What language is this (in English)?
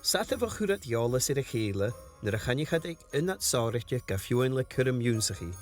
Scottish Gaelic